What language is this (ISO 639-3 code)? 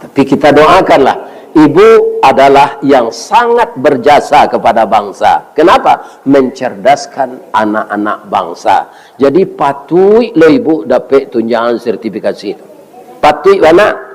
min